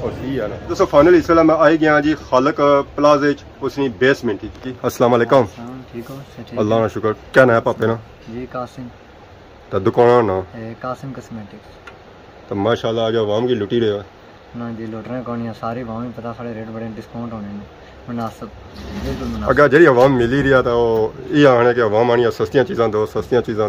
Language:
Pahari-Potwari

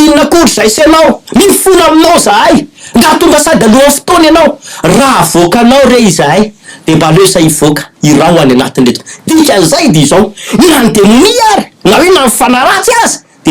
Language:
Malagasy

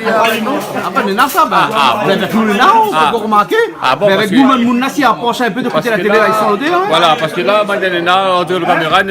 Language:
Réunion Creole French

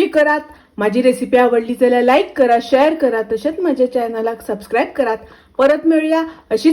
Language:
Konkani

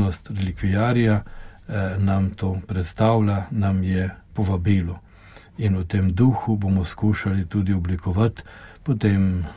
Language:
Slovenian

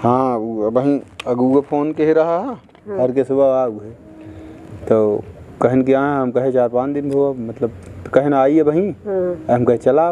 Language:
Awadhi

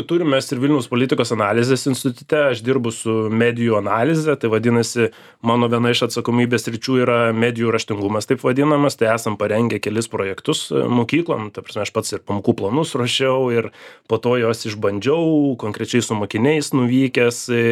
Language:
Lithuanian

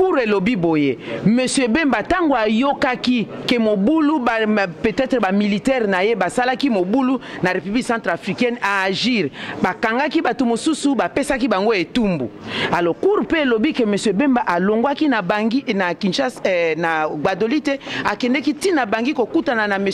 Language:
Lingala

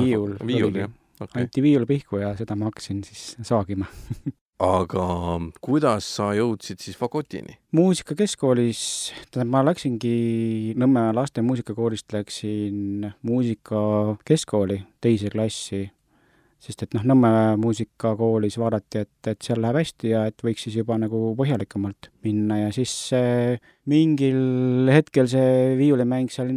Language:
Estonian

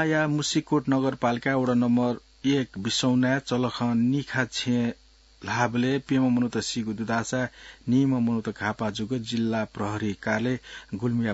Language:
Newari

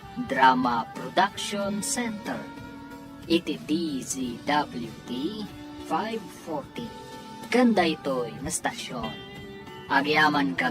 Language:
Iloko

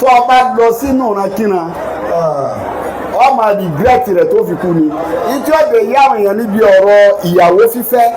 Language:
Yoruba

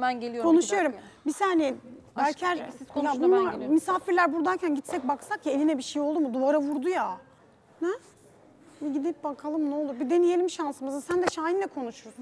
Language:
Turkish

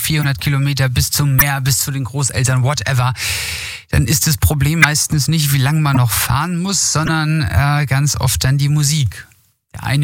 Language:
German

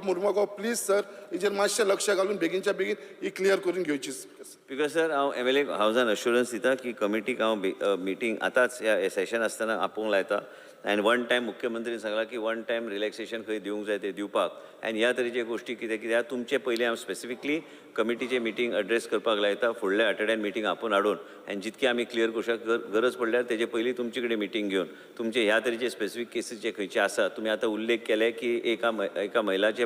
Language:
Konkani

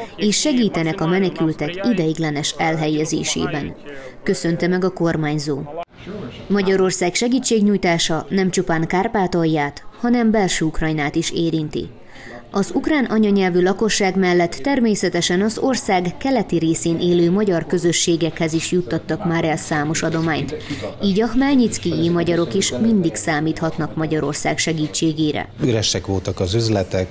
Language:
Hungarian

